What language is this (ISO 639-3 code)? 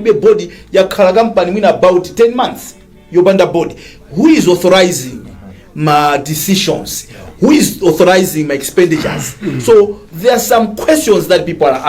nya